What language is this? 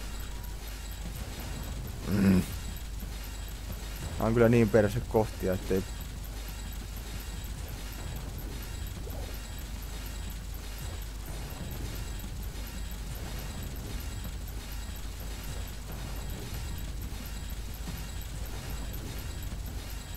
Finnish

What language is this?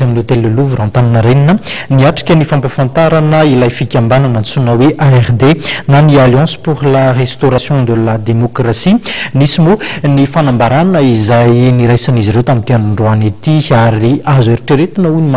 Malagasy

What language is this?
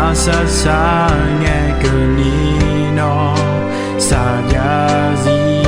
Akha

